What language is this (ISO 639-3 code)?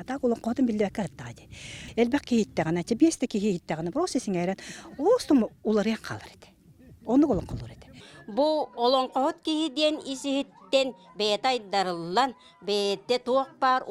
sah